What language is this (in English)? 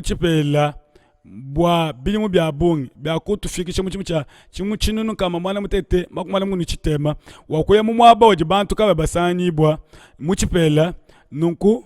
Luba-Lulua